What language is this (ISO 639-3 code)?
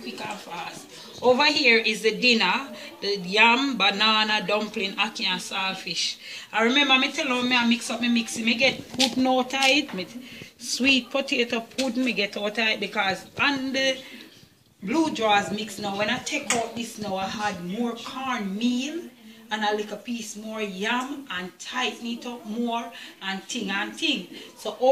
jam